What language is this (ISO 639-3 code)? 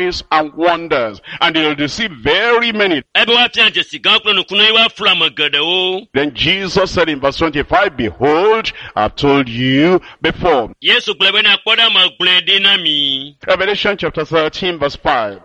ewe